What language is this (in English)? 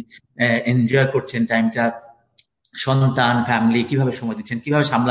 Bangla